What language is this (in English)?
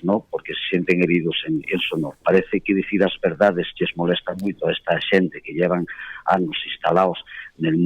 Asturian